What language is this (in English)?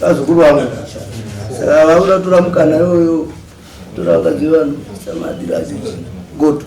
Shona